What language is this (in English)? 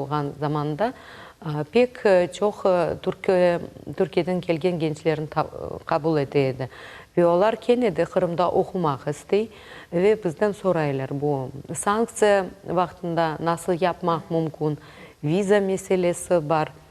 Crimean Tatar